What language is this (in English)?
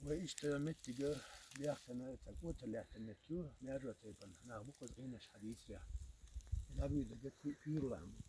Chechen